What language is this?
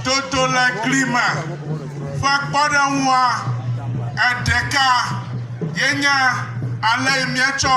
Ewe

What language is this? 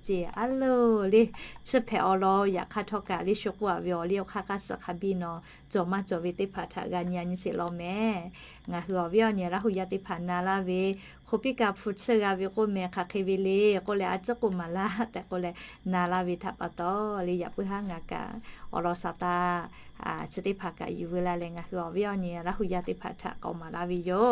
Lahu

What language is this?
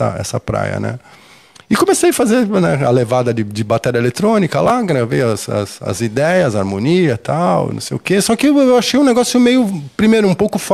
Portuguese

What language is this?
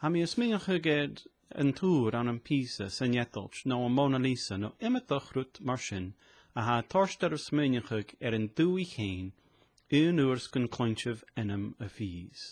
Scottish Gaelic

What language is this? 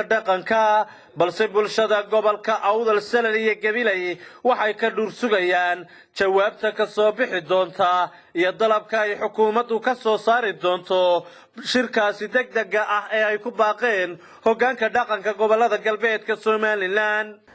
Somali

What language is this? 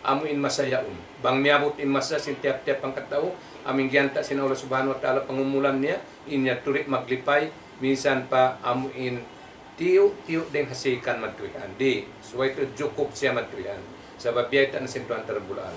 Tausug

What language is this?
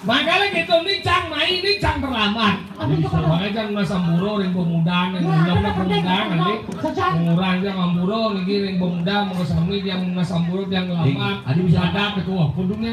Balinese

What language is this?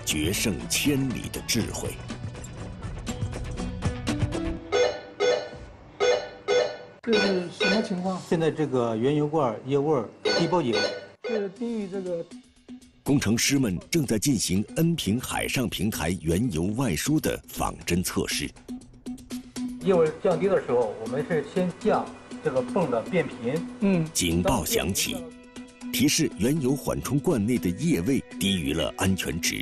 Chinese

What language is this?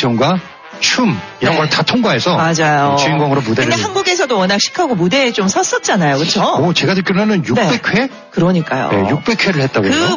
Korean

